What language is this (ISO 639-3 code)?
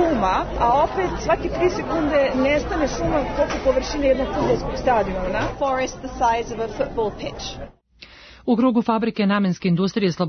srp